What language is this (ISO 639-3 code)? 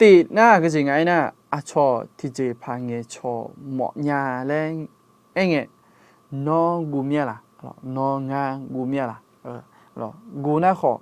ahk